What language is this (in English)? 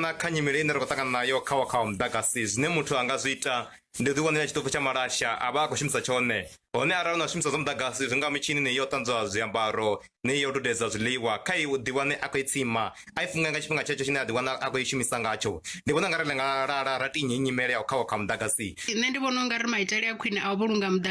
Venda